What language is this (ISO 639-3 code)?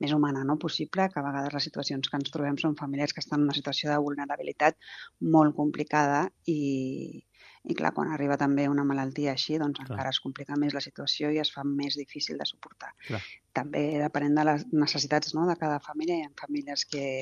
cat